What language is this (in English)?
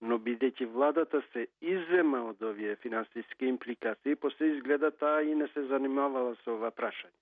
Macedonian